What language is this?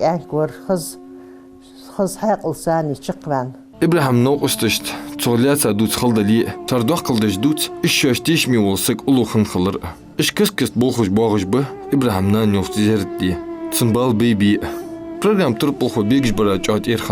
Ingush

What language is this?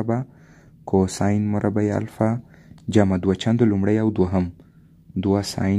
Pashto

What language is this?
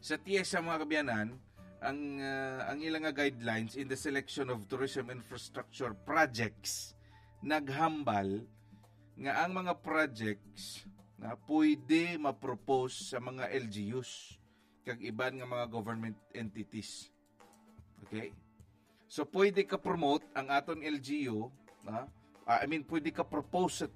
Hiligaynon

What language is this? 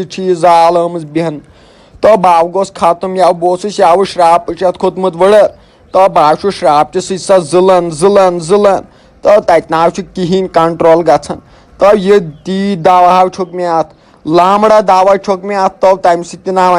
Kashmiri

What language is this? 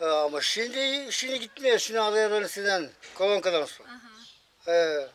Gagauz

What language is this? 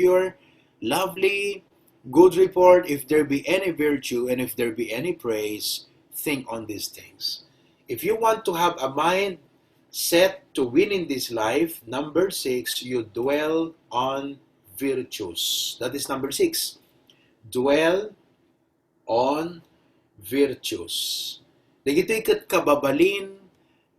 Iloko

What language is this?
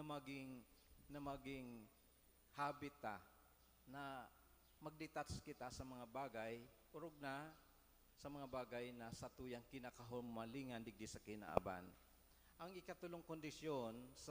Bikol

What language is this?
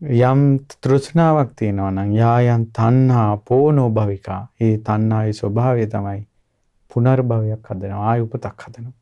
Sinhala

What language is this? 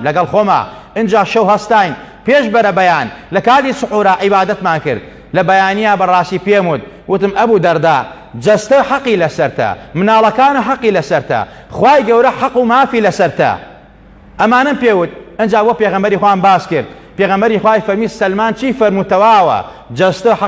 Central Kurdish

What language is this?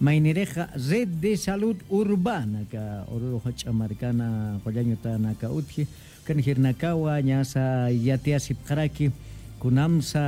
Aymara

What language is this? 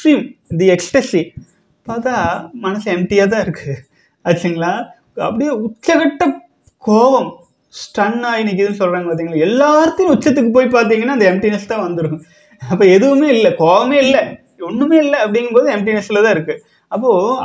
Tamil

